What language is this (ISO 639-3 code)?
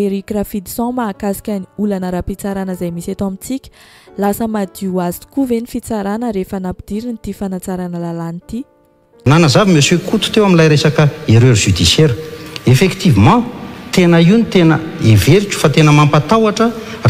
mlg